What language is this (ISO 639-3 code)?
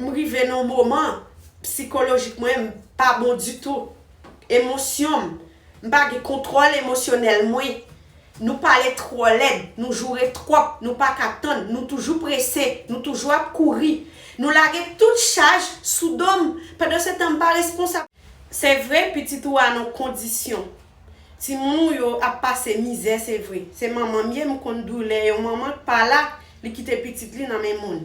hat